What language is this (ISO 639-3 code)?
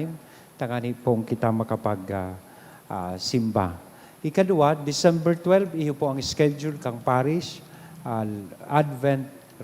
bik